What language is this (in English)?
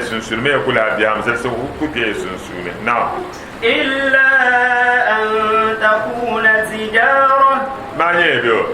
Dagbani